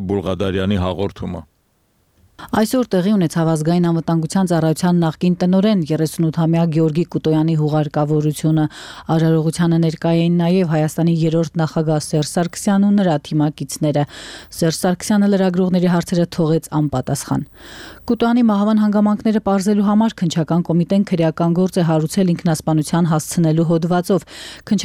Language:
Armenian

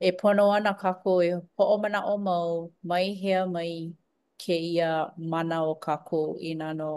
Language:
Hawaiian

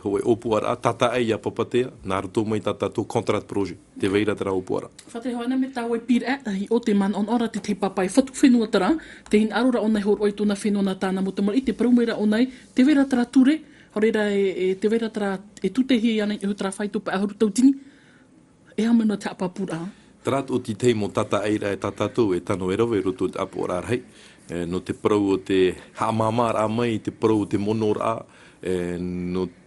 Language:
Tahitian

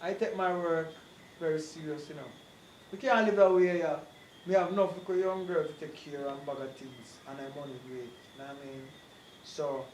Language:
Jamaican Creole English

